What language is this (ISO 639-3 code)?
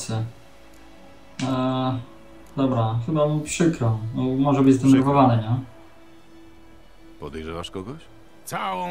pol